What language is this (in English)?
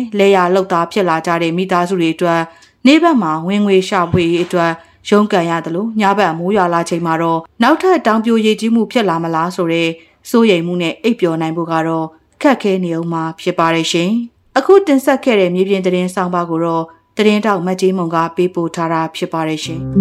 Burmese